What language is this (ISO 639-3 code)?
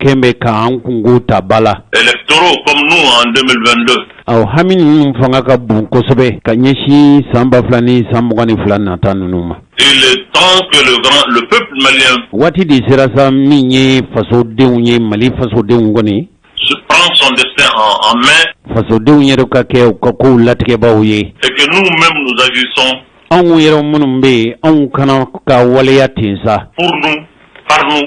bam